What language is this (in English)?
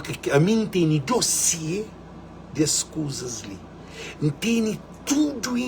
Kabuverdianu